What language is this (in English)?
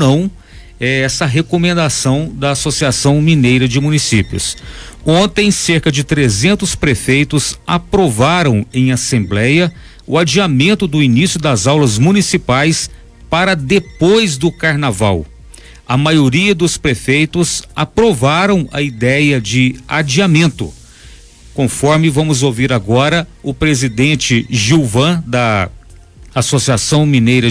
Portuguese